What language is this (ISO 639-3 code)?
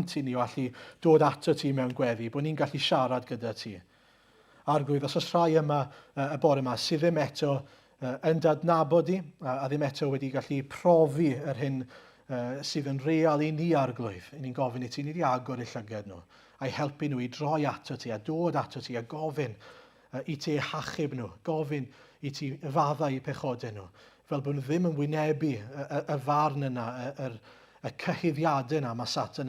cym